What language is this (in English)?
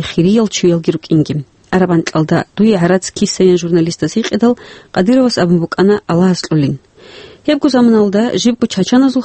Avaric